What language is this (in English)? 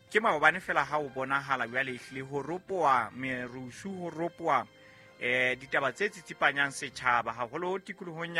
Southern Sotho